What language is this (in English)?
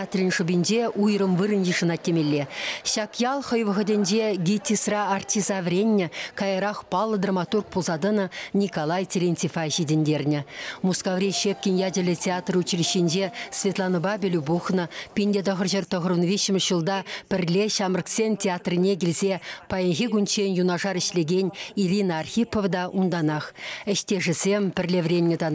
Chuvash